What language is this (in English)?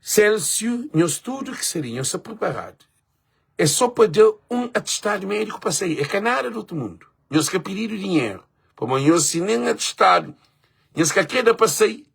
Kabuverdianu